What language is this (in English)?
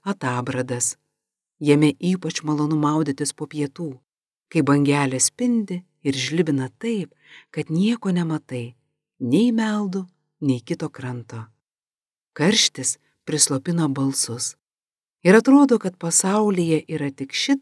Lithuanian